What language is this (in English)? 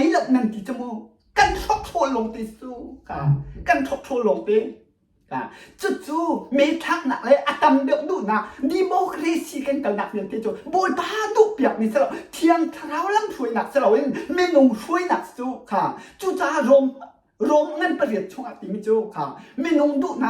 Hakha Chin